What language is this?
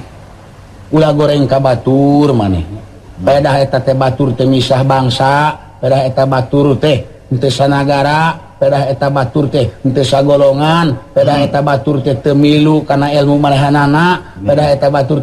Sundanese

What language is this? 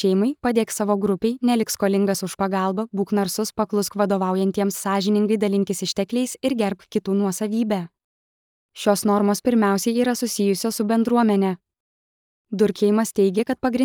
Lithuanian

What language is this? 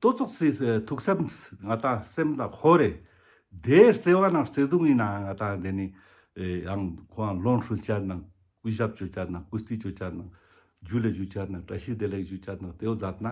Ladakhi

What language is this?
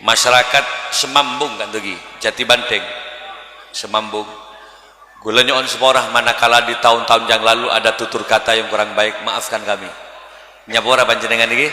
Madurese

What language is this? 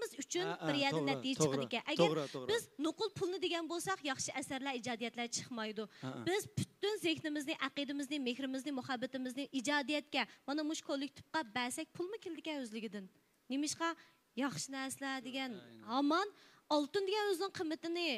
Uyghur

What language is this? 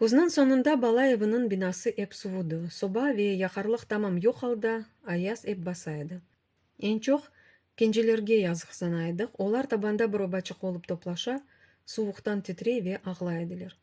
Crimean Tatar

